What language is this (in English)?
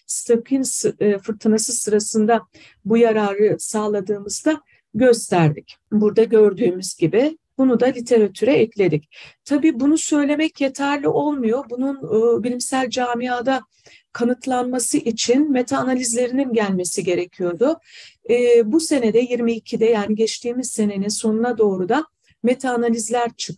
Turkish